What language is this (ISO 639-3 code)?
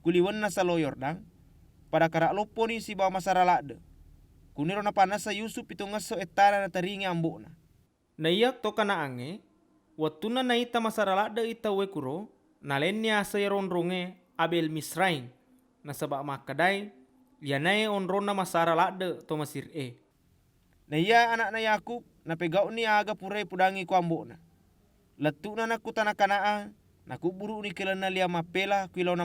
bug